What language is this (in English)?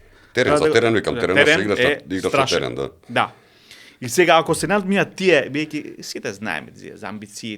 Macedonian